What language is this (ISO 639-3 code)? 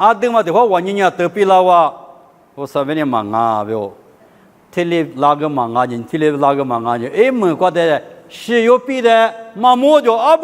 lis